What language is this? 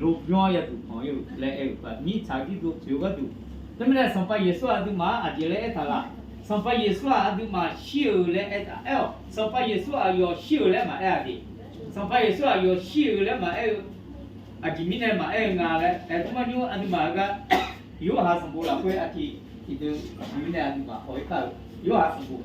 Akha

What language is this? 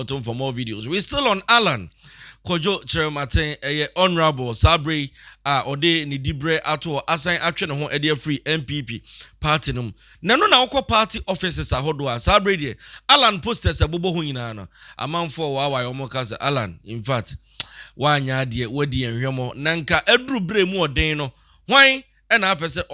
Akan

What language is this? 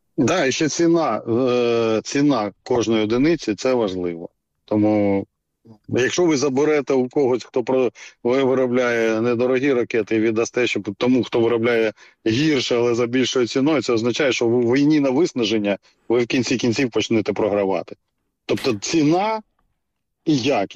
Ukrainian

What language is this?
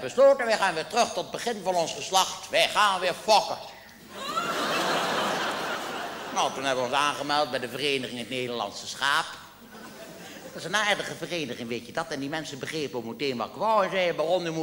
Dutch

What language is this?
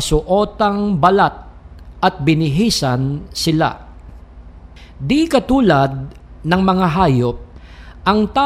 Filipino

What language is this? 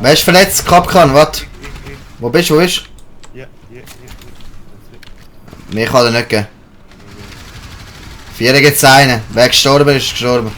Swiss German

